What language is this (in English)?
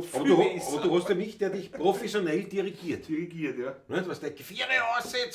Bavarian